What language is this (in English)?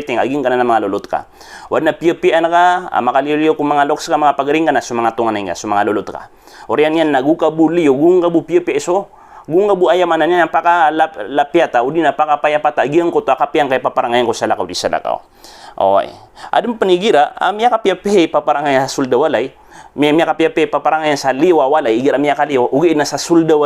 Maranao